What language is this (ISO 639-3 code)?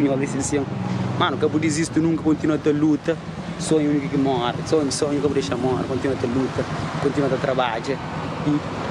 kea